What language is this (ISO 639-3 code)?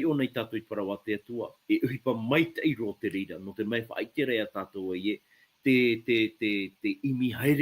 tah